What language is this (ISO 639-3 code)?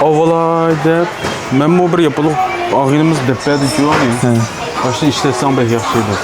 uig